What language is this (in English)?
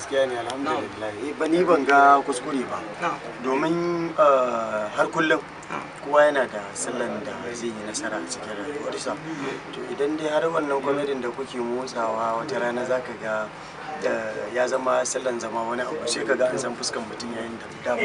Hausa